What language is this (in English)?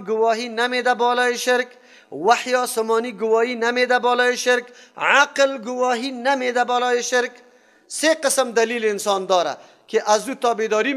Persian